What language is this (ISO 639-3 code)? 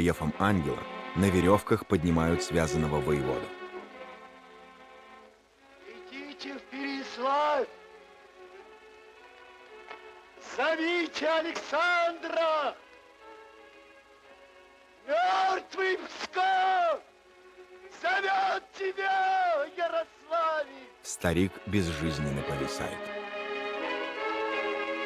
rus